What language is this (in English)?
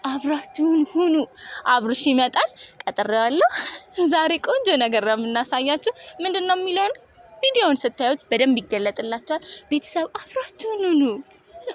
Amharic